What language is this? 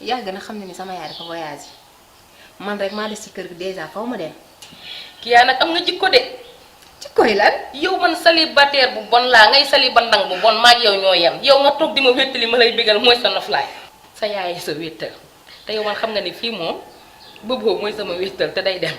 Wolof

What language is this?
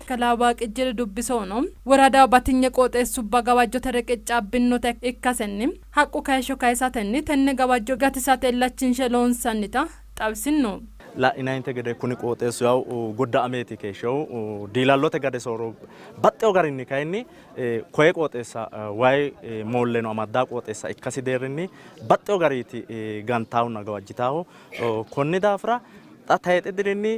Sidamo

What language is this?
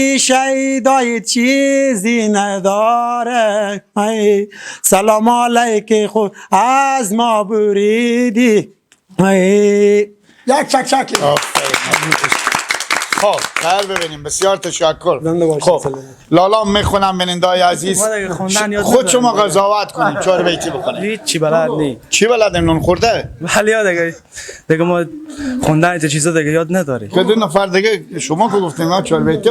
Persian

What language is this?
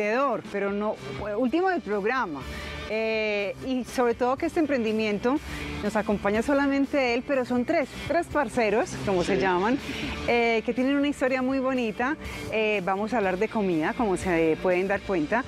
Spanish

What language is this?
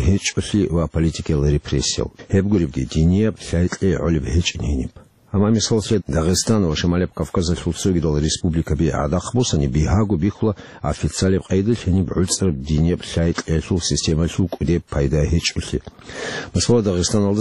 Avaric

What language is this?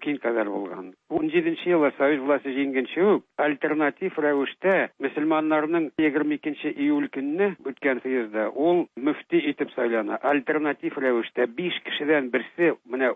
Tatar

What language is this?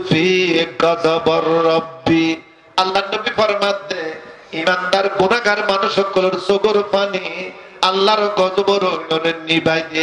Rohingya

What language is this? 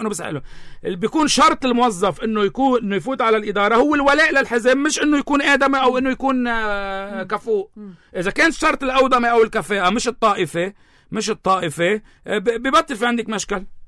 North Levantine Arabic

